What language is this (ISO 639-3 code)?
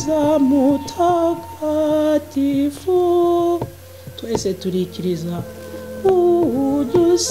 kin